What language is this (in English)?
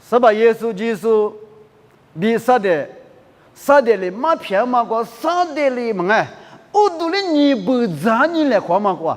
Lisu